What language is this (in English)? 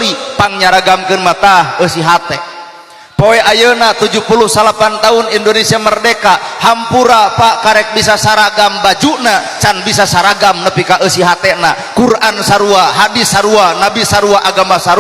Sundanese